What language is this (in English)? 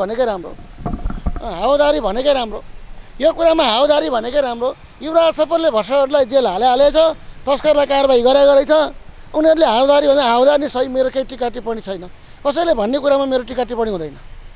Nepali